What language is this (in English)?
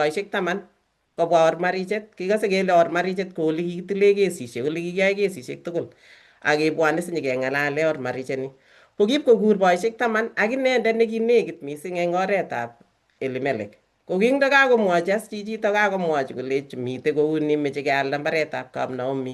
Kalenjin